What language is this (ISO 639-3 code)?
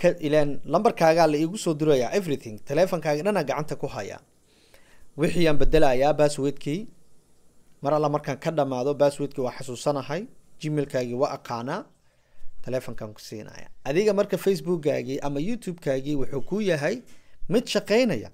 som